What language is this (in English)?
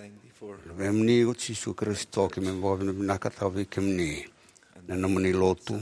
Fijian